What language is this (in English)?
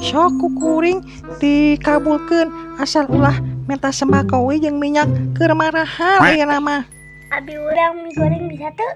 Sundanese